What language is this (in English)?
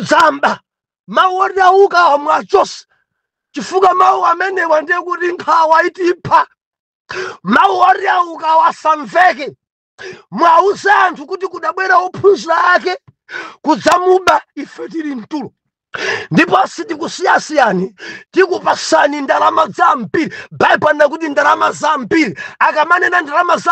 Nyanja